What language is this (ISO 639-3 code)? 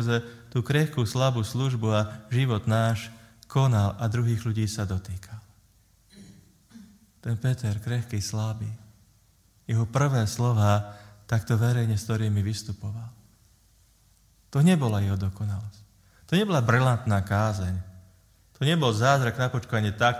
slk